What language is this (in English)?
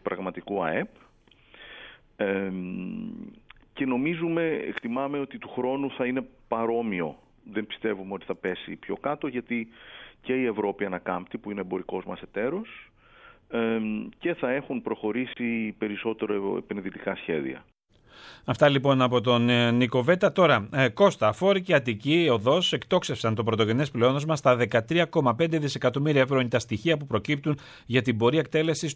Greek